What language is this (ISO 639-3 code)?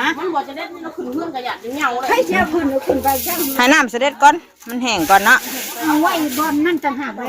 tts